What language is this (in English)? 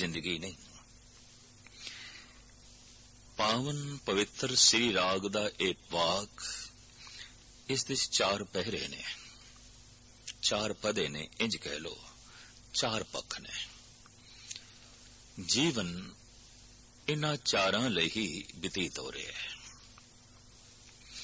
Punjabi